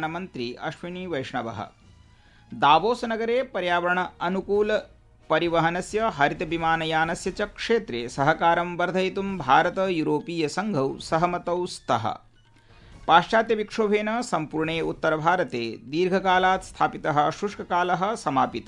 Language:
Sanskrit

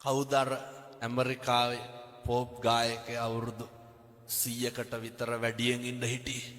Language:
Sinhala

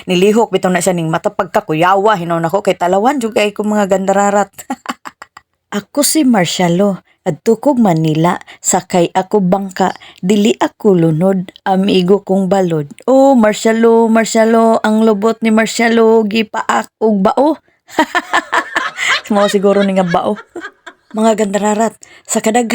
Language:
Cebuano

